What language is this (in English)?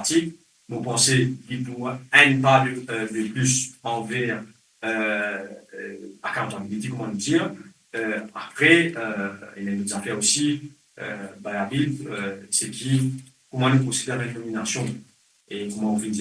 Morisyen